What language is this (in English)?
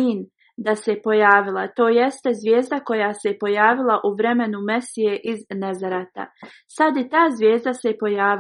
Bosnian